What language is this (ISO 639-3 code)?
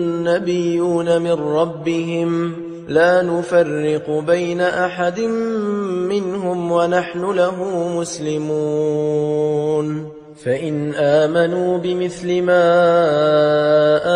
ara